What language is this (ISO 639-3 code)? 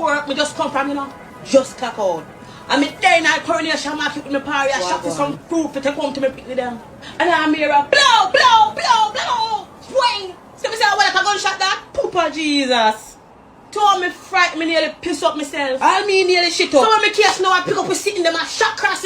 jam